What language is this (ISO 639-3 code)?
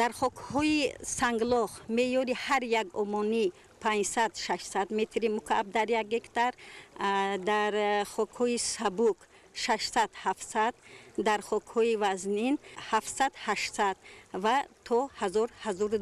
tgk